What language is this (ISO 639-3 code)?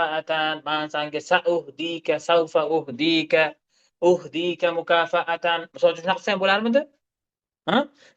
uzb